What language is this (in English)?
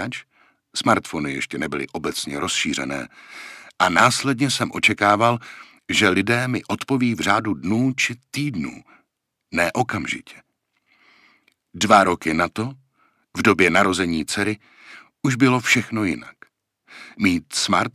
Czech